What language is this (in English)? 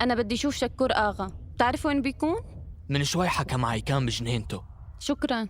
North Levantine Arabic